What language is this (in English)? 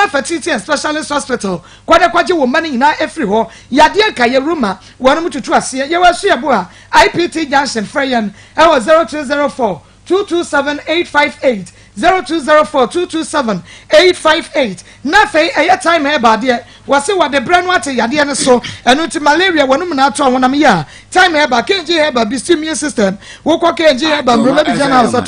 Akan